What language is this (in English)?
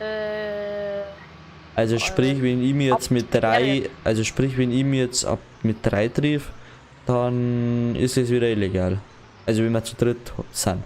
Bavarian